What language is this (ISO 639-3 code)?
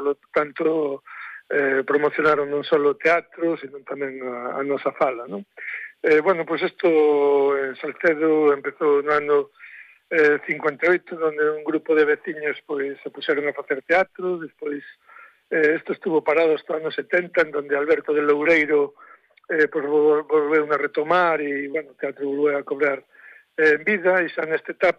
glg